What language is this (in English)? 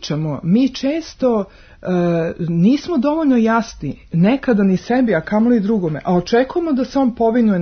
Serbian